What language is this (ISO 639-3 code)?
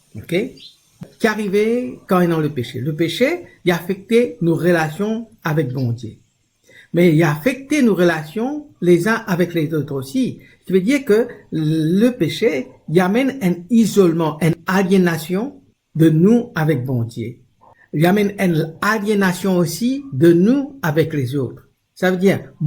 mfe